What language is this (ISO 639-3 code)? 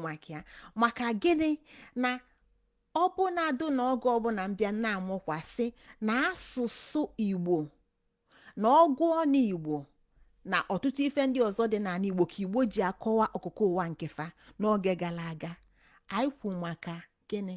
ibo